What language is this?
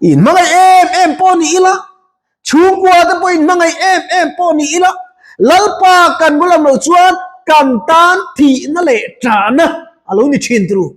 Mizo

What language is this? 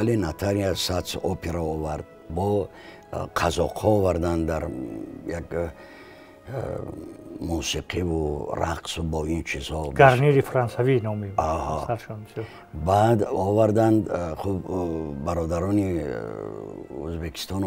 Tajik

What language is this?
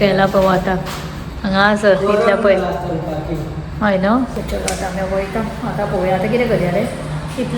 Konkani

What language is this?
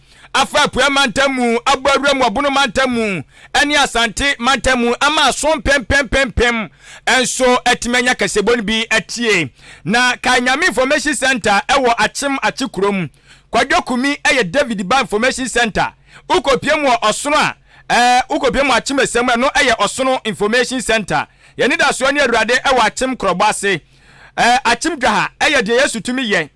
Akan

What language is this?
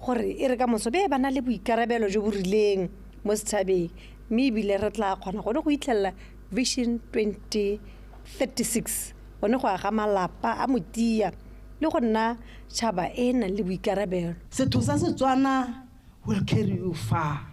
Tswana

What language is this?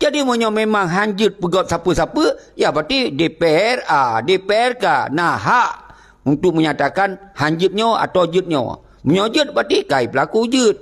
Achinese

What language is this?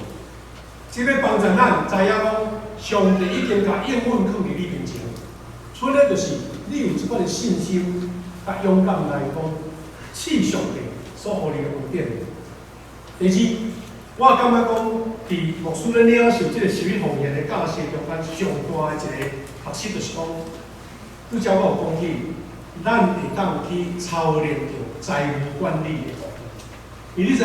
Min Nan Chinese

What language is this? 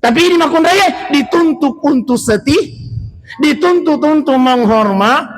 Buginese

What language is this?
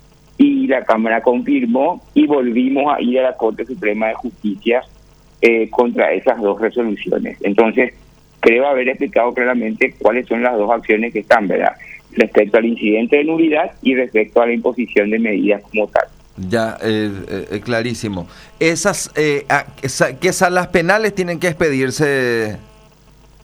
Spanish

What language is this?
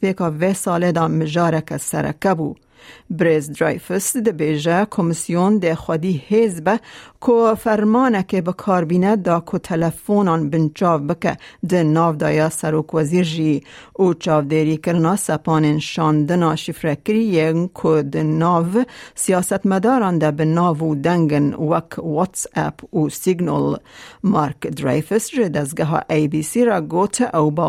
Kurdish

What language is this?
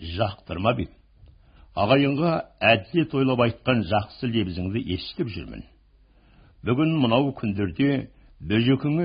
Kazakh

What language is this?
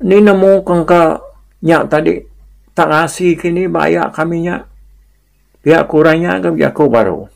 Iban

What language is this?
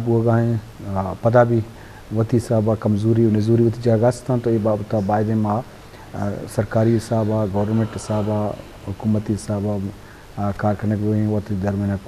Eastern Balochi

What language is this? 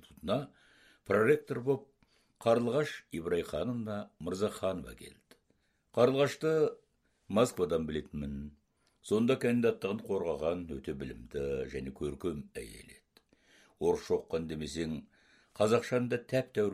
Kazakh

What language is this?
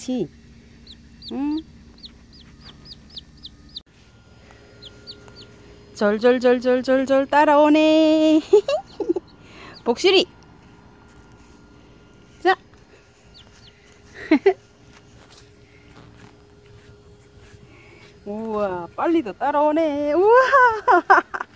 Korean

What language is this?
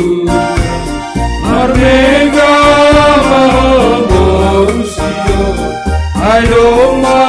Batak Simalungun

